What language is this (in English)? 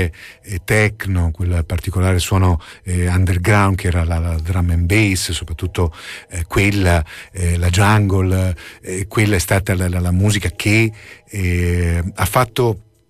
Italian